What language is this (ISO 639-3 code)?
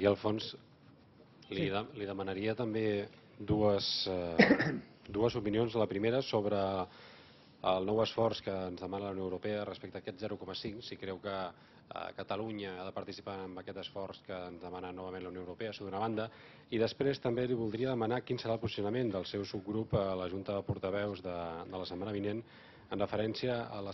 cat